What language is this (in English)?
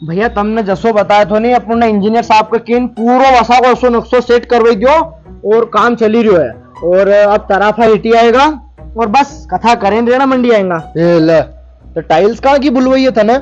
Rajasthani